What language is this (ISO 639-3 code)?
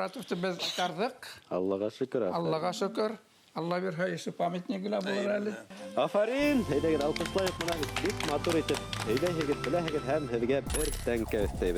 bak